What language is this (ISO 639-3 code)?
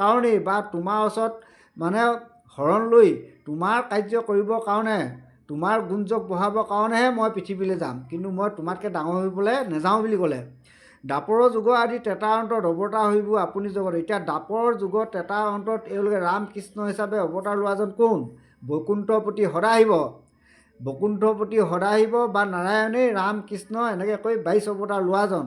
asm